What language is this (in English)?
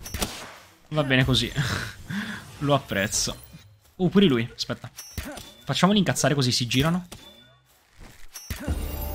Italian